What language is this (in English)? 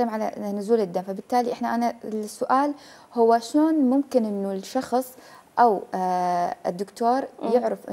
Mesopotamian Arabic